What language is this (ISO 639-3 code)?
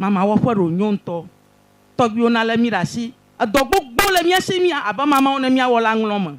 ewe